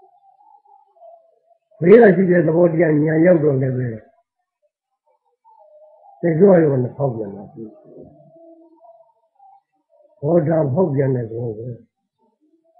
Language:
Burmese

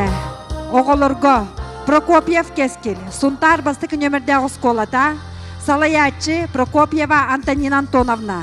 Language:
Yakut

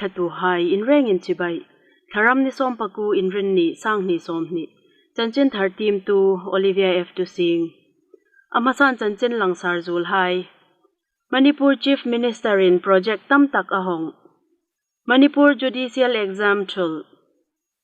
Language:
Hmar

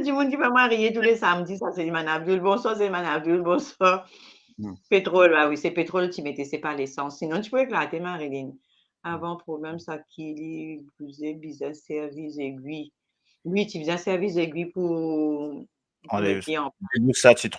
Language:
Morisyen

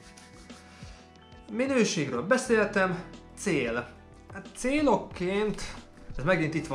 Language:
Hungarian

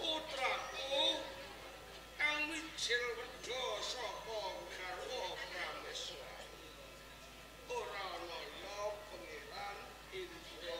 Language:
Javanese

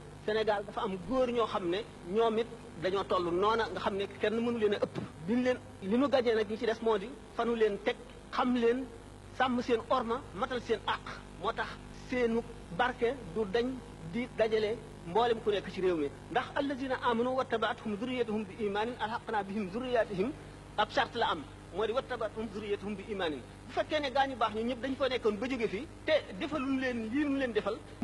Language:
Wolof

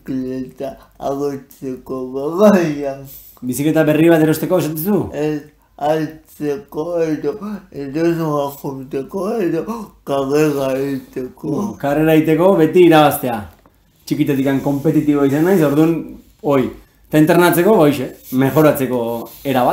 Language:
Basque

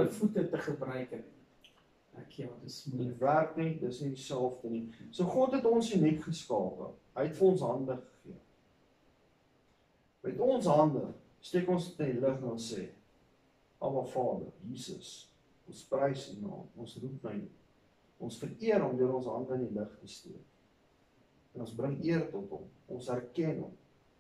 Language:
Afrikaans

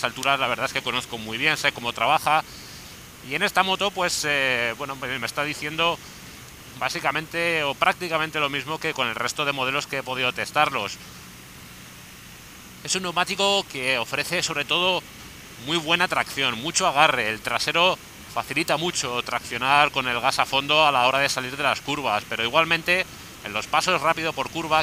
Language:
Spanish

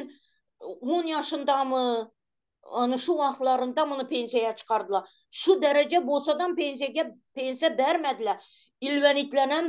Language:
Turkmen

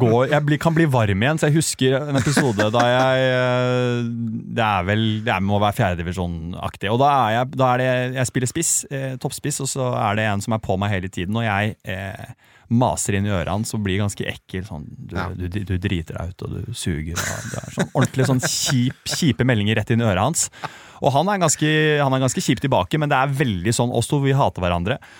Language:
Norwegian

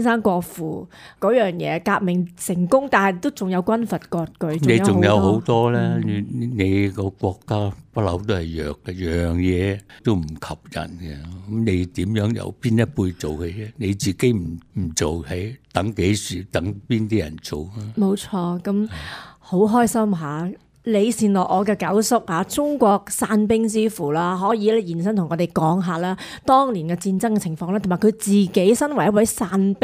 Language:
Cantonese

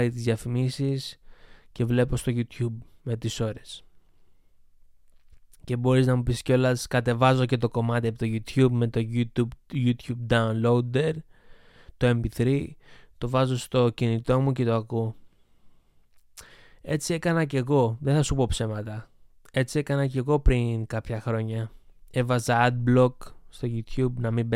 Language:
Greek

